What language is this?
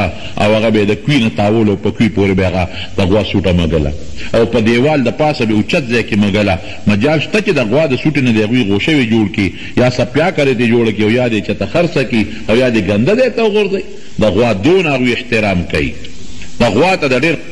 Pashto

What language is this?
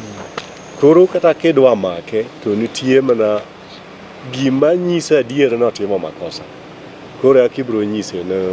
Luo (Kenya and Tanzania)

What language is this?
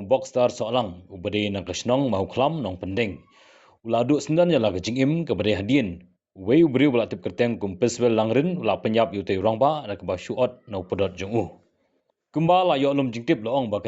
Khasi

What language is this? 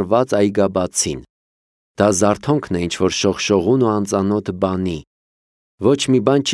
Armenian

